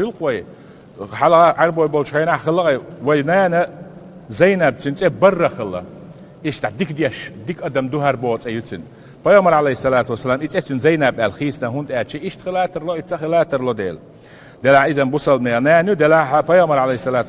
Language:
Chechen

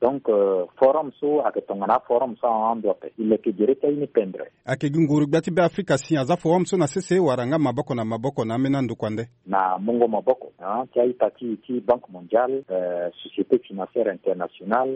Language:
Sango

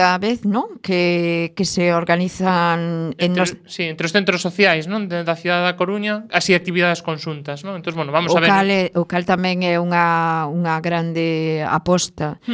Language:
Galician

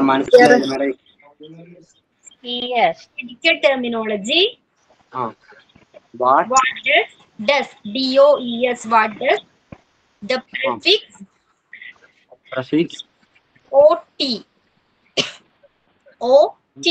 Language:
Malayalam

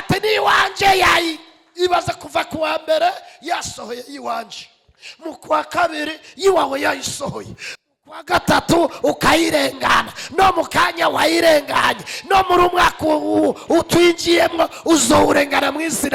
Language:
Rundi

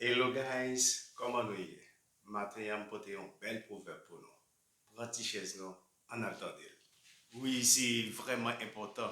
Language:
Haitian Creole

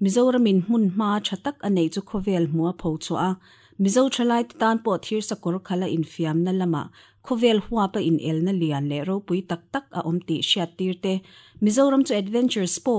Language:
Mizo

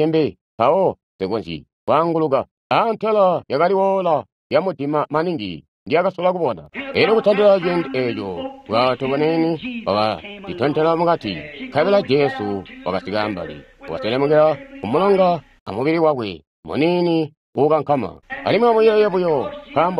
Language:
Tonga (Zambia)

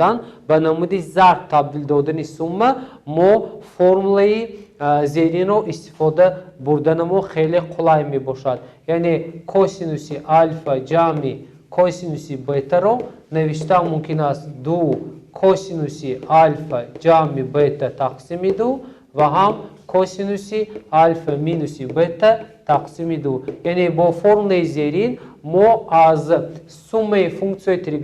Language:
Tajik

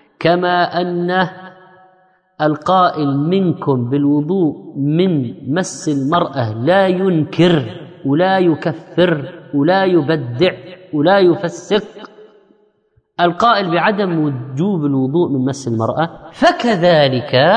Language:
Arabic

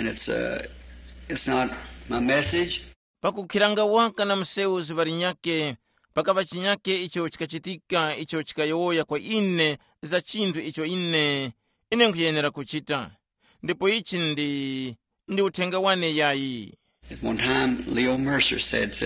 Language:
Tumbuka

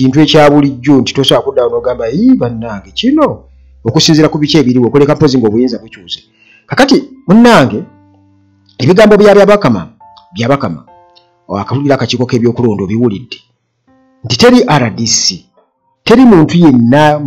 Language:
Ganda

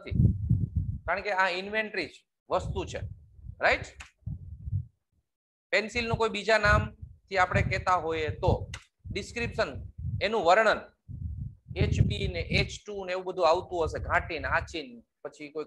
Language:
Gujarati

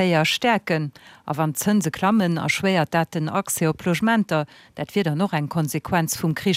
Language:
Luxembourgish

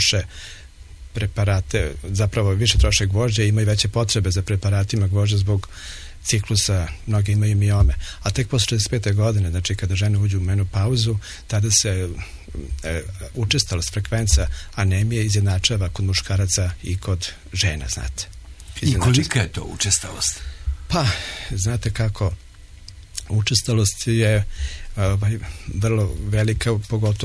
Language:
Serbian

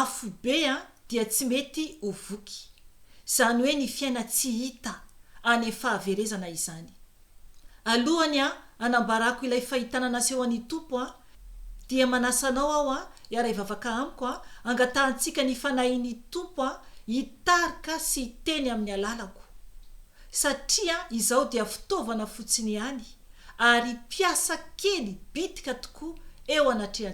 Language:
Malagasy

